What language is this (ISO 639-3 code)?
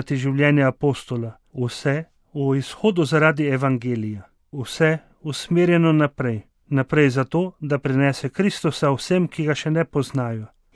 slv